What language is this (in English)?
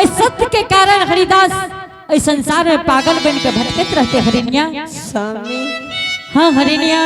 Angika